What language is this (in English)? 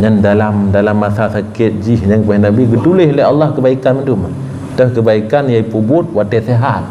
Achinese